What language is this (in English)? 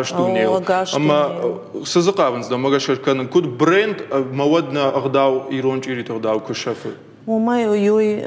Ossetic